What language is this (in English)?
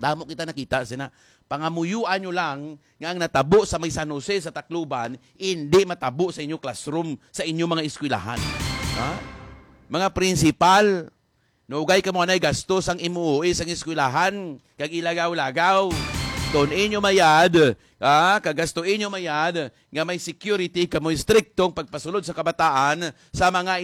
Hiligaynon